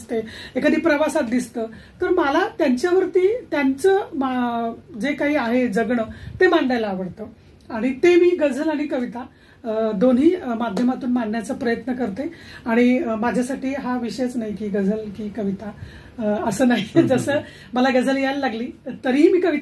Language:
Marathi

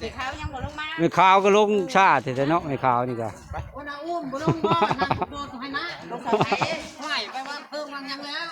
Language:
Northeastern Thai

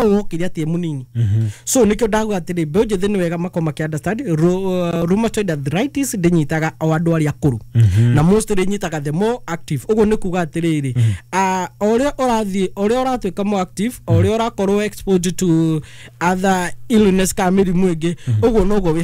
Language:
Kikuyu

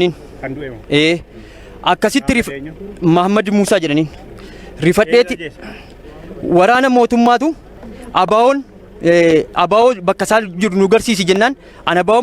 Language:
Oromo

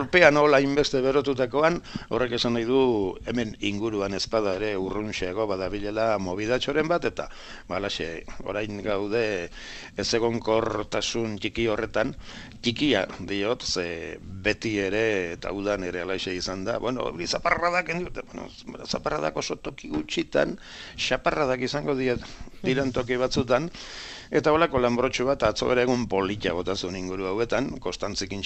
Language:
Basque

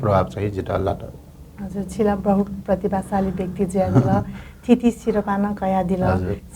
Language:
Newari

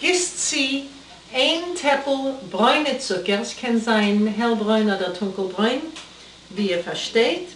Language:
Yiddish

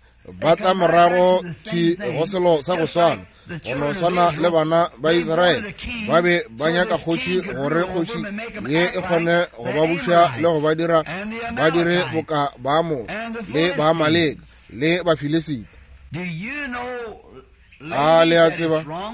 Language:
Northern Sotho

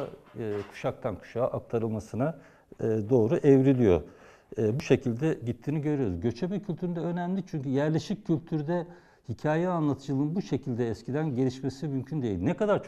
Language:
Turkish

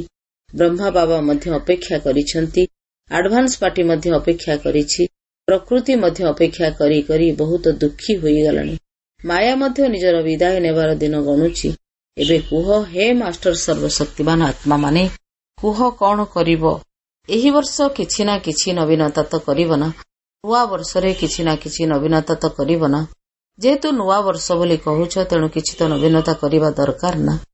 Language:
Odia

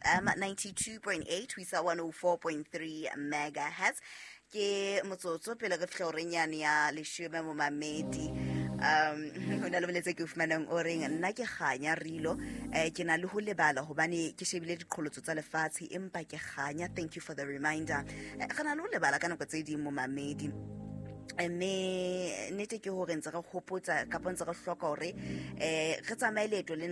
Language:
Southern Sotho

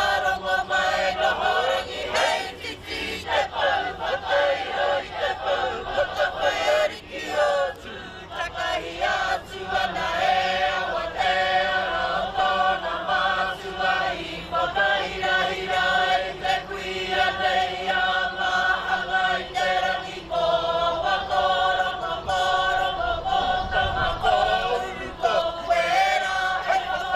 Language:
Māori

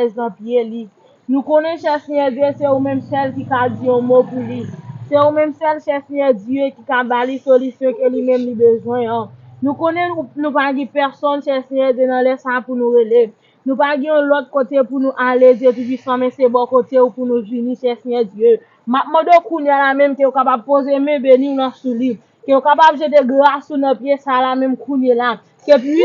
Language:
Haitian Creole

